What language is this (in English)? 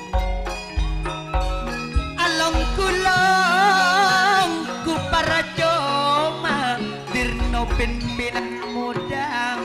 Madurese